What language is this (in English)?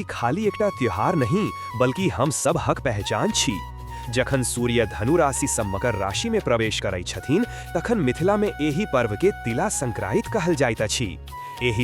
Maithili